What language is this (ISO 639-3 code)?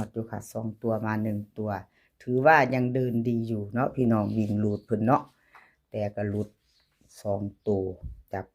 lao